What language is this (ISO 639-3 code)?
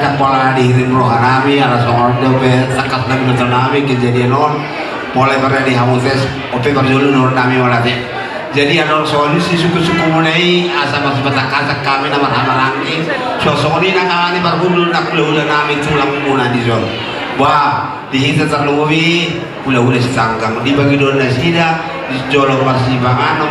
bbc